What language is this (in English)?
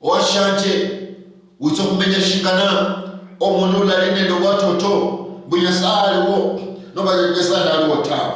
Luyia